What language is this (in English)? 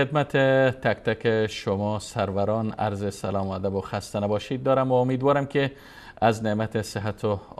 Persian